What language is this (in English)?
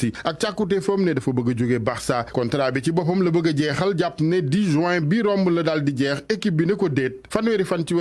Wolof